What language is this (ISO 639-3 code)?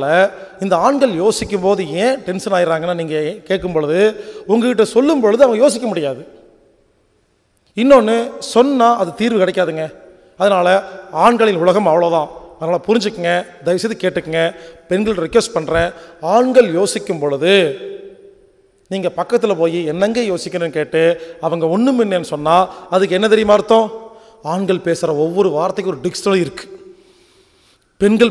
tam